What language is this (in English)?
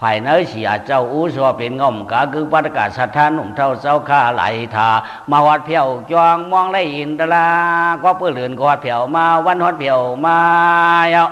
Shan